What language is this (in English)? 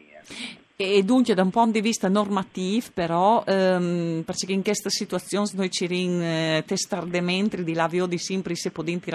Friulian